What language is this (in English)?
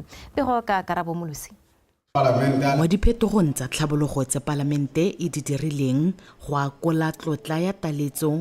Tswana